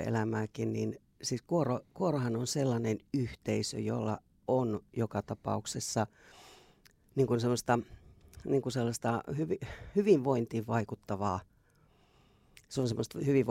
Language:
Finnish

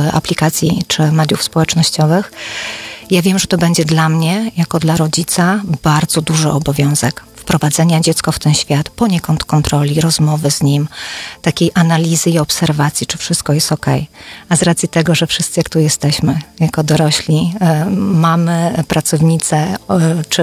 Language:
Polish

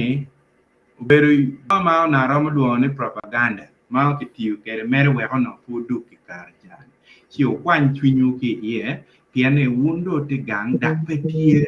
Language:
Acoli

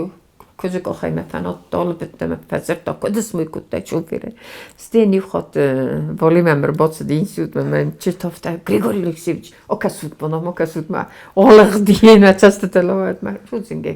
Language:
Ossetic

